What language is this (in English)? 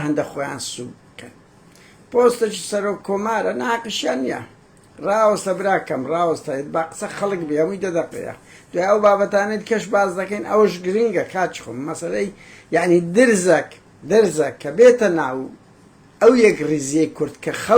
Central Kurdish